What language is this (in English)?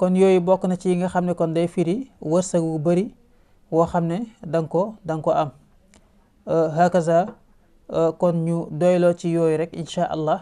Wolof